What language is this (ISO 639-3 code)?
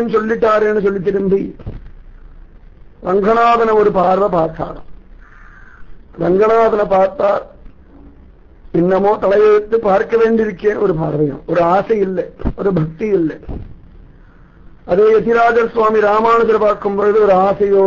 tam